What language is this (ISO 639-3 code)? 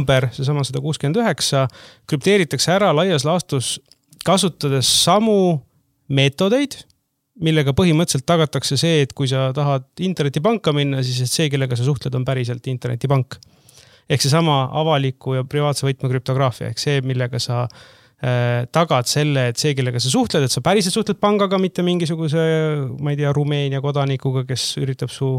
est